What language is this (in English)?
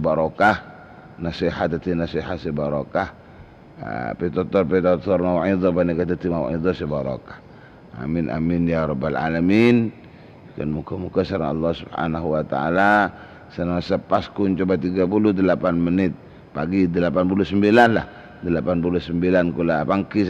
Madurese